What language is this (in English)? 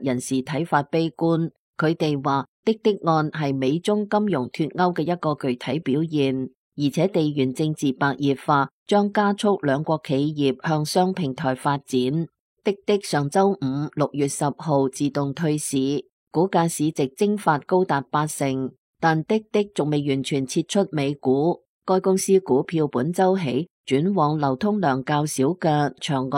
Cantonese